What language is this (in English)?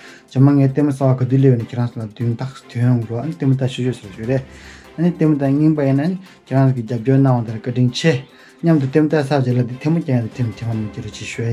Tibetan